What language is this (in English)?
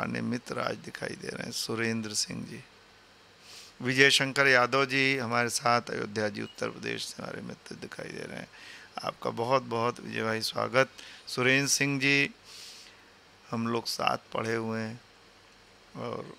Hindi